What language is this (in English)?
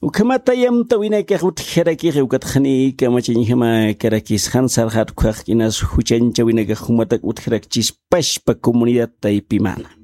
Aymara